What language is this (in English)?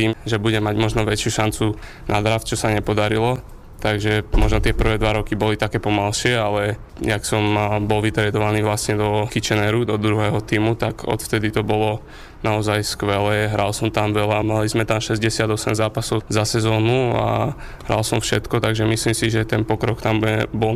Slovak